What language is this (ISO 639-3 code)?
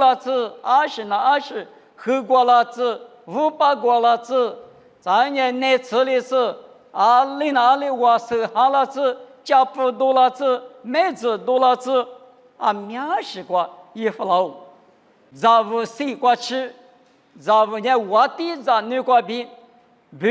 lis